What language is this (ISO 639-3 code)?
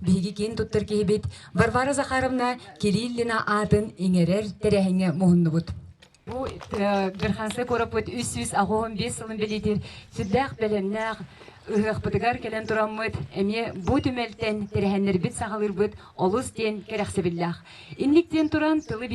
sah